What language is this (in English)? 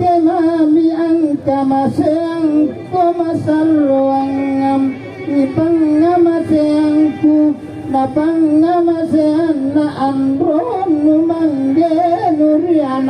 Makasar